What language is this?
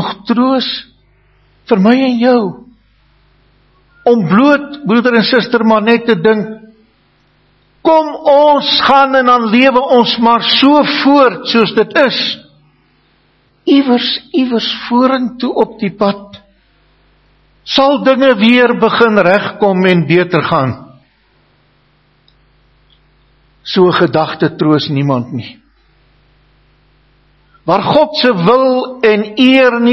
Afrikaans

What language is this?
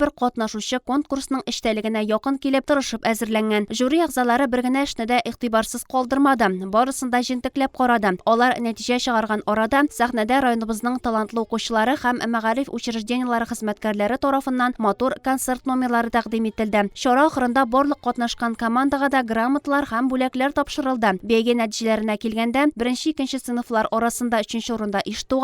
Tatar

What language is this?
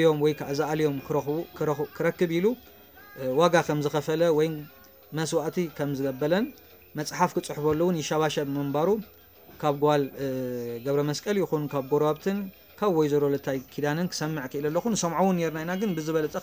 Tigrinya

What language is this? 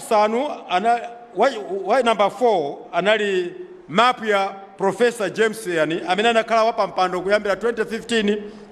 Nyanja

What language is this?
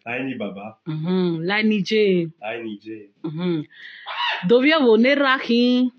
Bini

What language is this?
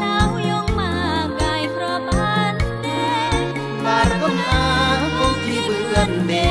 Khmu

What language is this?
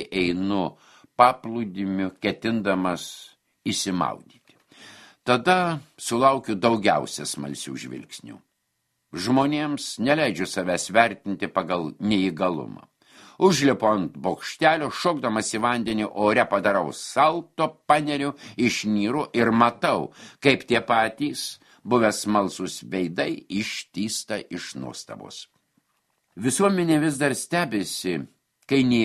Lithuanian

